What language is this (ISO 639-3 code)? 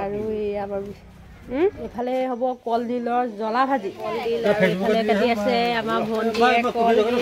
asm